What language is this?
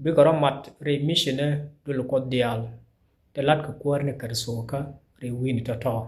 Nuer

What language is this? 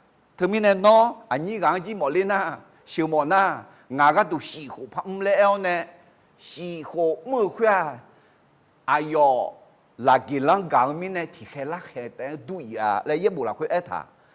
Akha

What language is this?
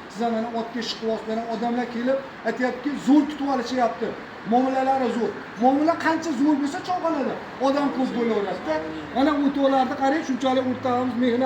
Uzbek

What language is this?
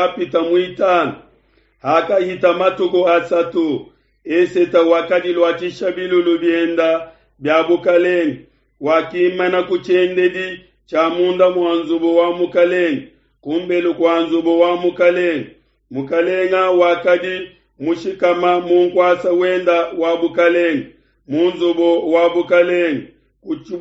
Luba-Lulua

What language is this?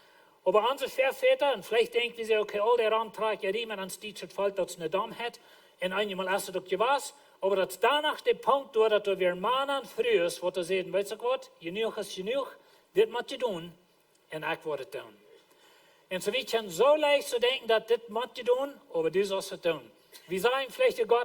Plautdietsch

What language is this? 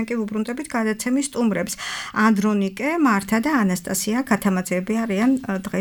Georgian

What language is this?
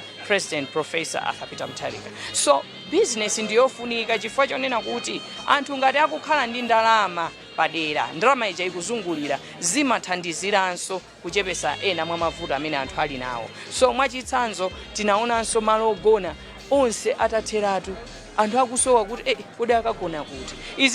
Nyanja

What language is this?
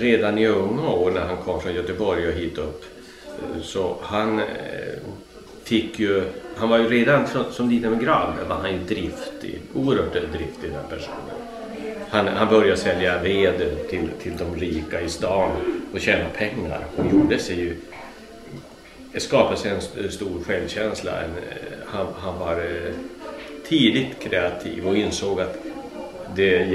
Swedish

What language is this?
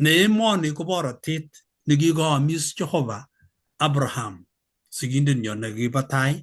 Kalenjin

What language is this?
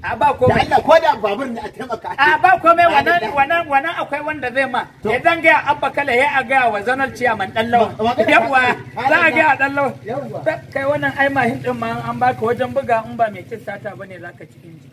Hausa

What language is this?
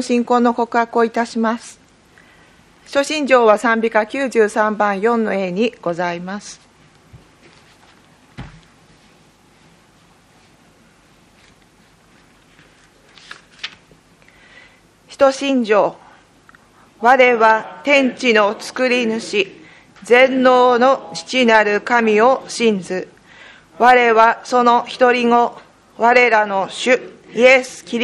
Japanese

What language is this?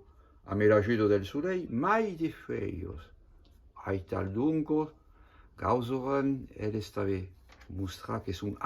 Occitan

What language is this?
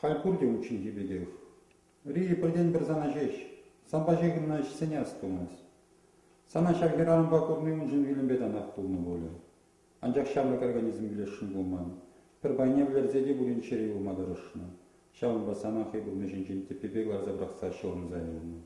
Chuvash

